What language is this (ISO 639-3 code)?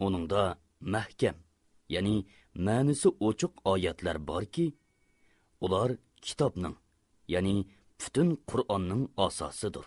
uig